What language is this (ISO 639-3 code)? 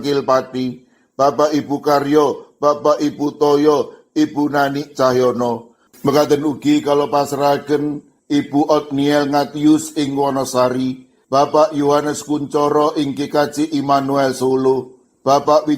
jav